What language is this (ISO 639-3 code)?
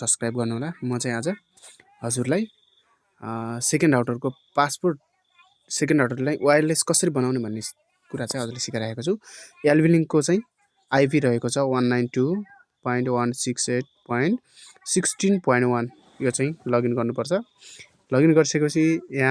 nep